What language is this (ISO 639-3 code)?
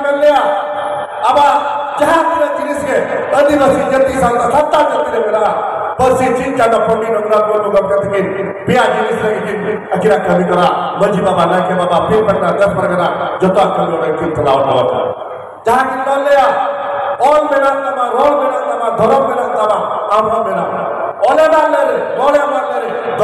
sat